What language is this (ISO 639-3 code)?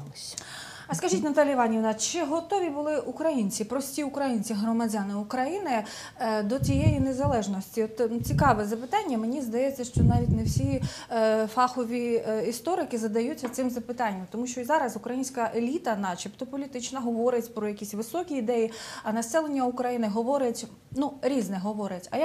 ukr